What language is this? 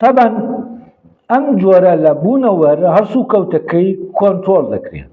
Central Kurdish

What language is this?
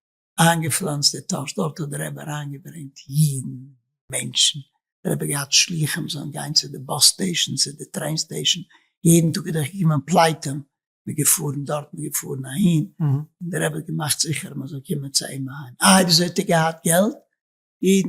Yiddish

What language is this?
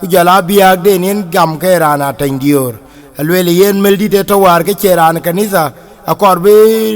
Dinka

